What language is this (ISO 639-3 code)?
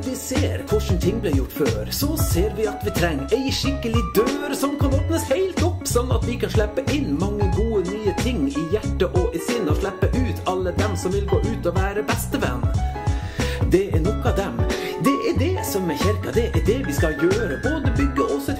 nor